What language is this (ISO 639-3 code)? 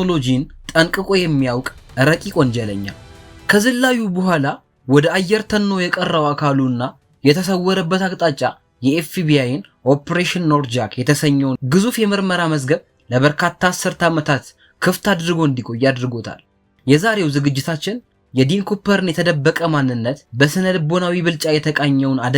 amh